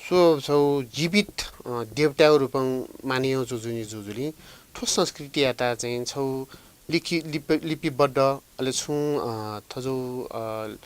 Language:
Newari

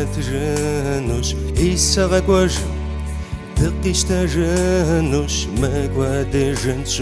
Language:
Kabardian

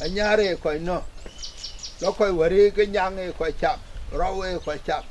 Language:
Dinka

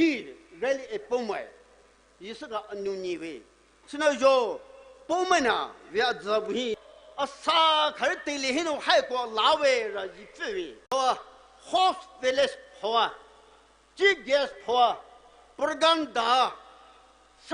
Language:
Poumei Naga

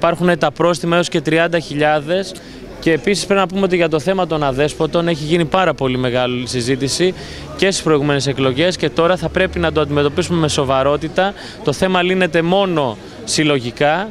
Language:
Greek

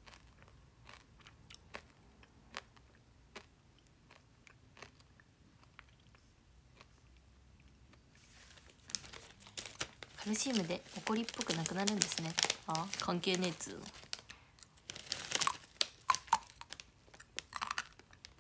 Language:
Japanese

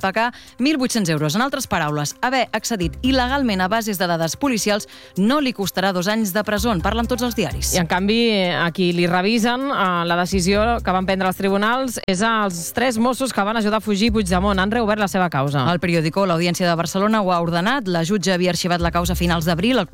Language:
Catalan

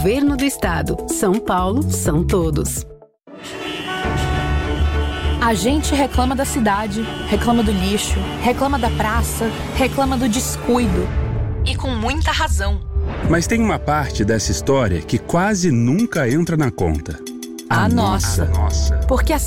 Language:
Portuguese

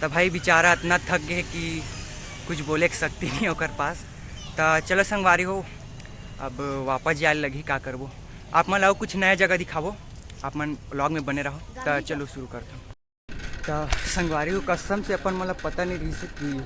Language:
Chhattisgarhi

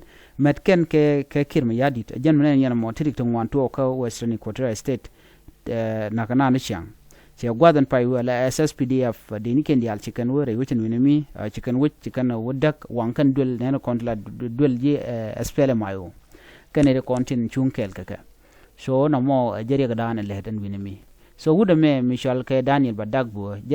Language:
Nuer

